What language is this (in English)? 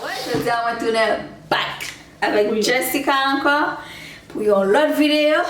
Haitian Creole